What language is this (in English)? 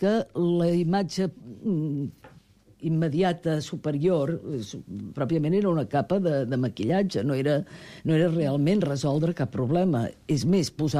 Catalan